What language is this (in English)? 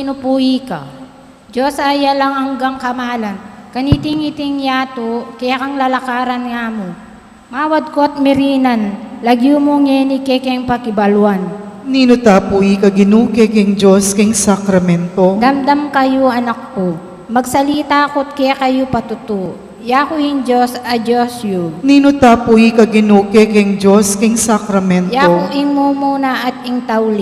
Pampanga